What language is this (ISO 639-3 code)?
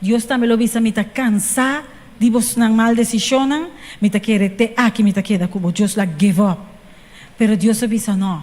pap